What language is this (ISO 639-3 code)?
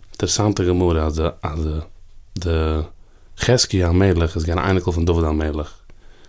yid